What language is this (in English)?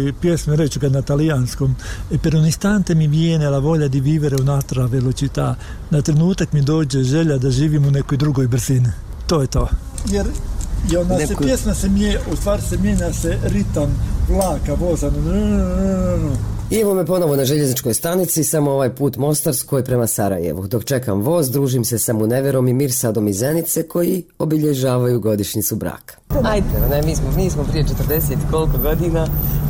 Bosnian